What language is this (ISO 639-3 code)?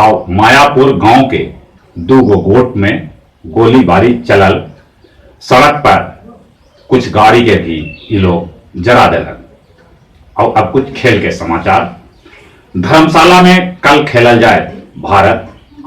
mag